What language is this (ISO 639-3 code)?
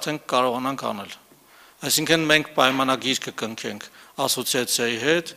hye